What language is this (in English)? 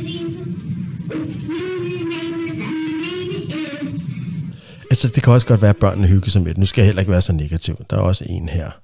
Danish